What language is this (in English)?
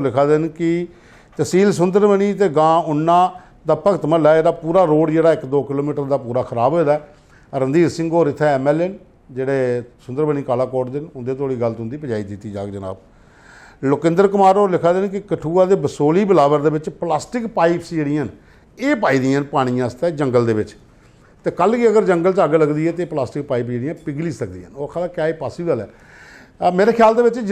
Dogri